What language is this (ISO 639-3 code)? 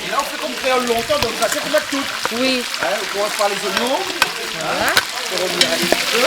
rcf